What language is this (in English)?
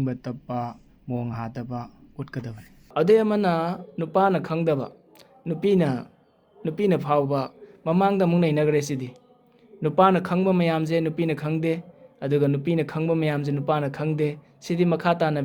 Manipuri